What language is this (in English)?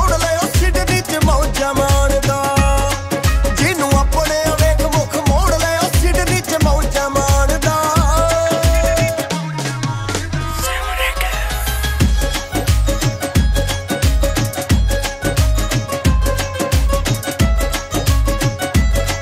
Punjabi